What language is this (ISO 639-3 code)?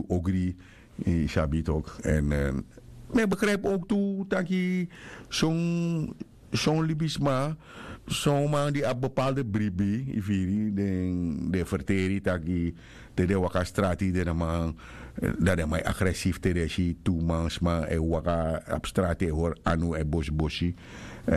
srn